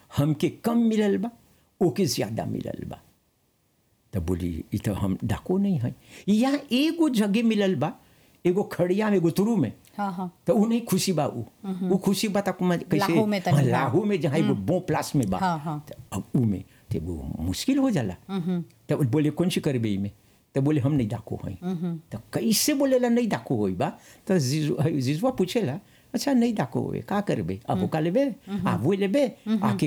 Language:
Bhojpuri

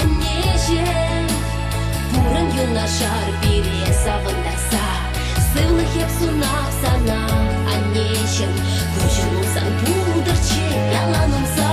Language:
Chuvash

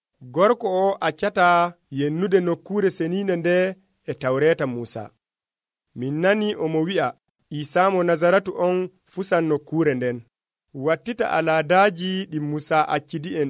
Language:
Nigerian Fulfulde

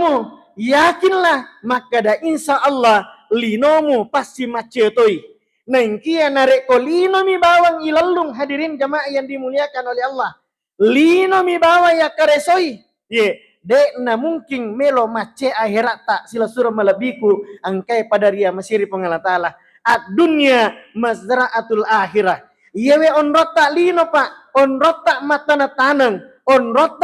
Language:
Buginese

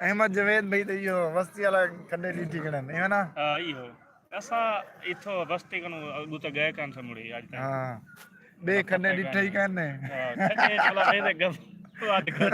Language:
Saraiki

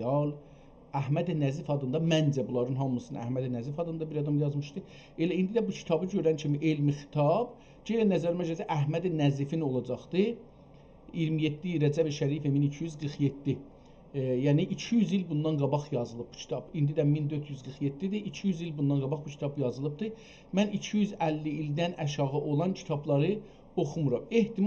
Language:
South Azerbaijani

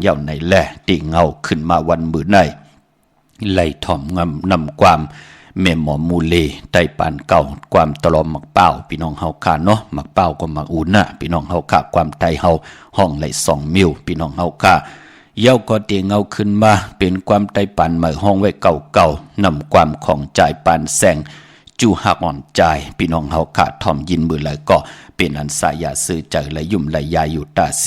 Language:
Shan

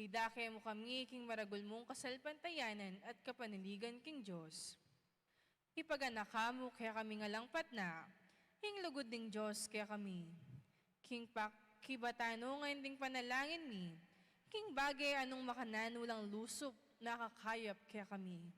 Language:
Pampanga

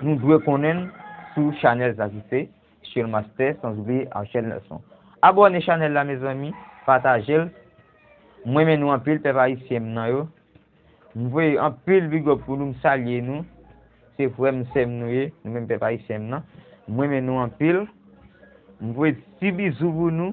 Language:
Haitian Creole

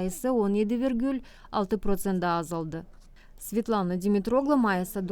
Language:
Gagauz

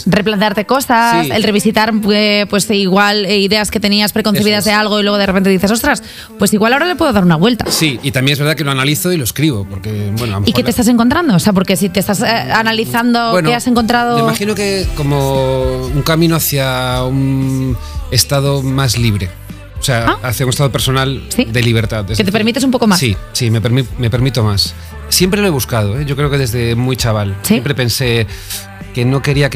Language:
Spanish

